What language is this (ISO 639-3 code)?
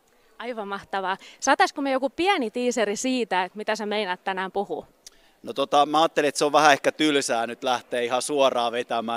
fin